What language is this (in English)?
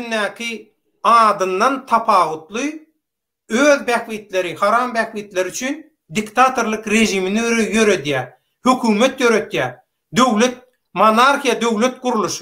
Turkmen